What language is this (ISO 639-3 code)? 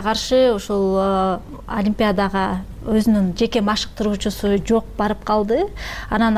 kir